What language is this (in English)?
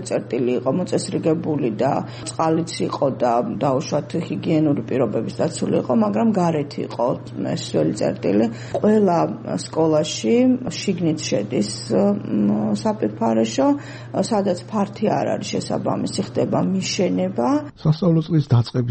Georgian